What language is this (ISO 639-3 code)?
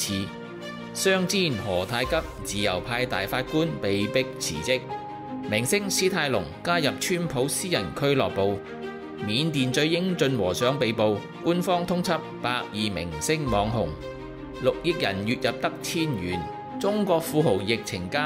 yue